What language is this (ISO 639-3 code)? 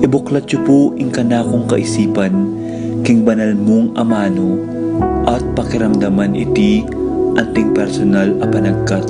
pam